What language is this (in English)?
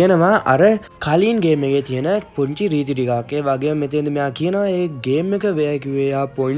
Sinhala